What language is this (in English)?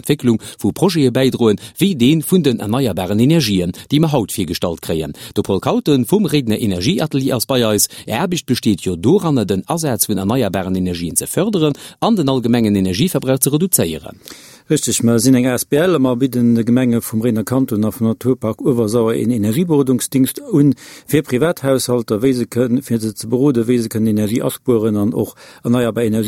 Luxembourgish